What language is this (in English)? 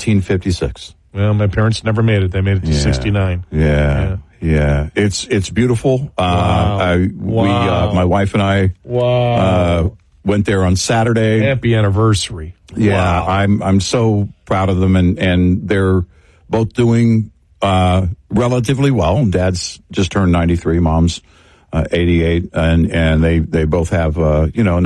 English